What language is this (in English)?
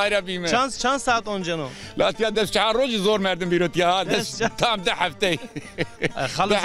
Zaza